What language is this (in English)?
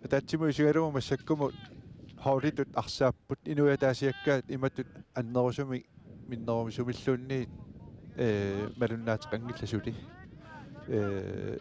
Kalaallisut